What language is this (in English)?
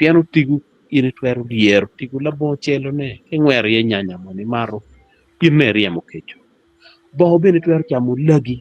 Acoli